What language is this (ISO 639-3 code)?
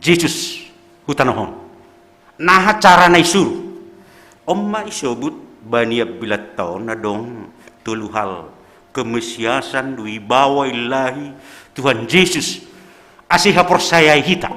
bts